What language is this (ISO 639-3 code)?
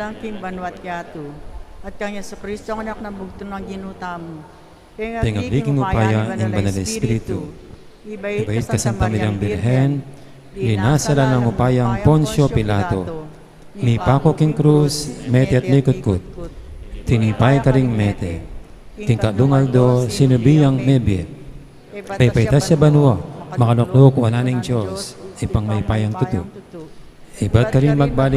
pam